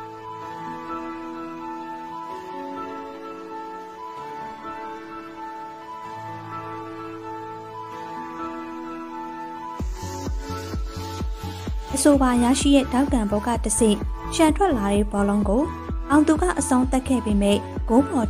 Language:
Burmese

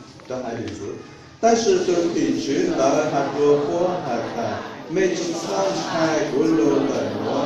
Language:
Hmong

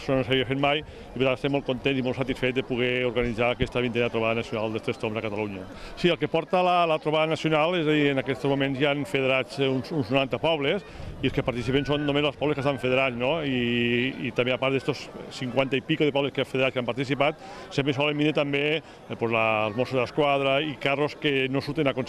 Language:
Catalan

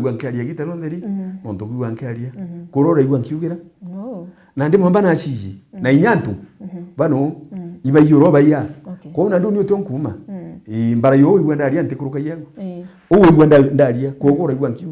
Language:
Meru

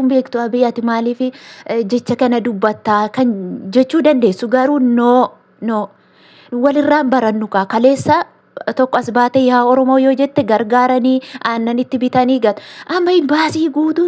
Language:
Oromo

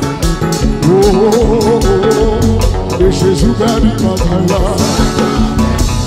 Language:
French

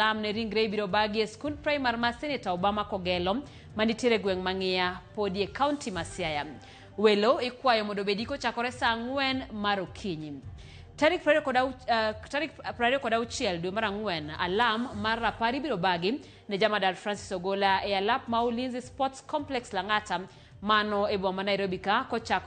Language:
Luo (Kenya and Tanzania)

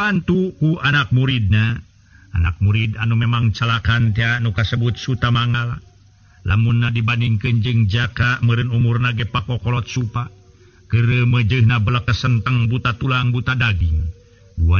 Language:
Sundanese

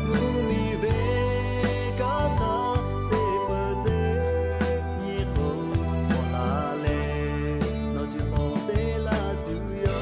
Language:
Lahu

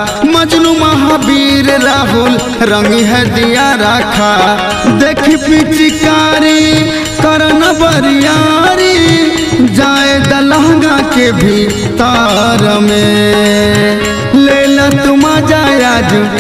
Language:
Bhojpuri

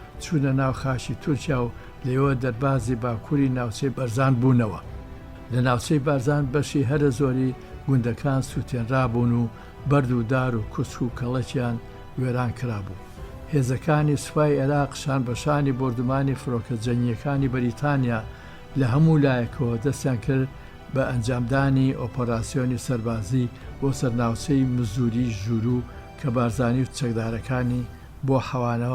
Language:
Central Kurdish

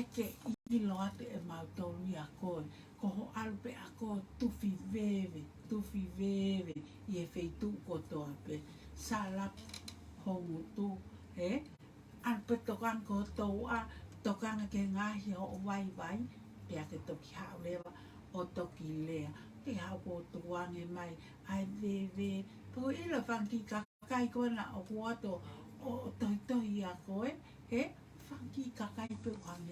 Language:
Tongan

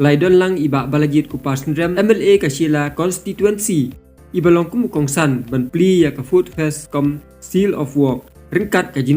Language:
Khasi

